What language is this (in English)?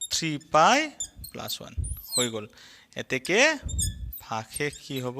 Assamese